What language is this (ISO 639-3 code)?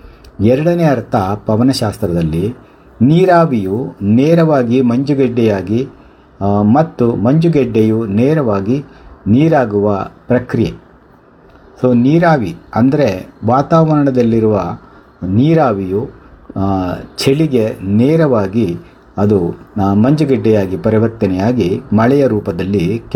kan